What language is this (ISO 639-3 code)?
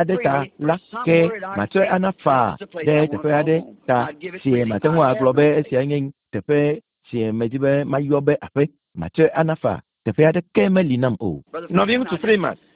ewe